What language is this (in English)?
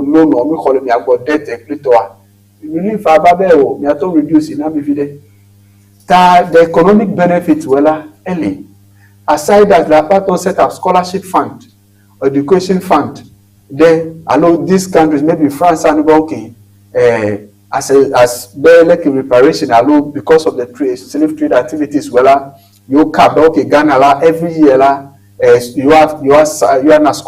Ewe